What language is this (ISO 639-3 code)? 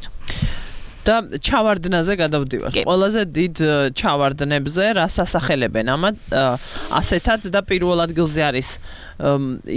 kat